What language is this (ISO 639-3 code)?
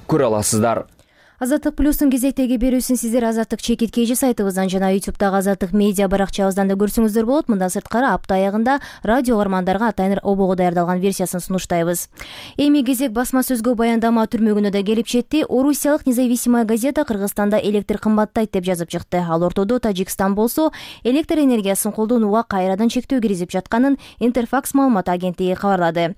kir